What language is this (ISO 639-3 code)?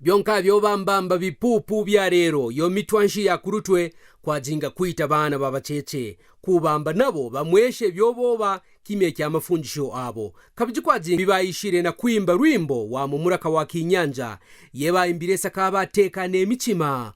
kqn